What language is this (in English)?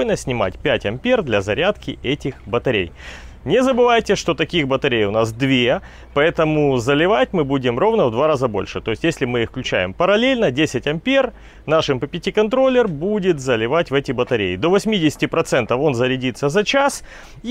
Russian